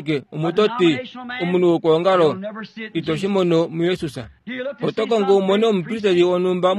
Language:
Kuanyama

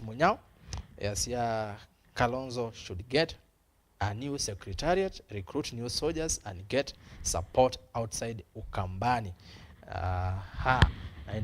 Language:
Kamba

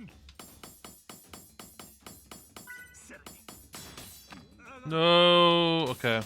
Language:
Welsh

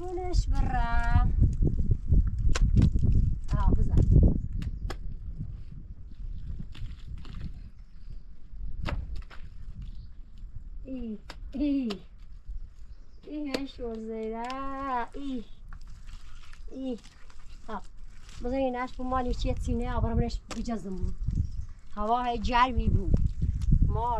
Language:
Persian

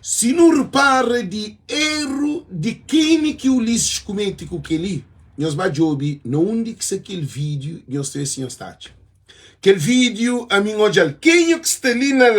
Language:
Kabuverdianu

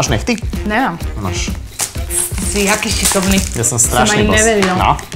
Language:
Slovak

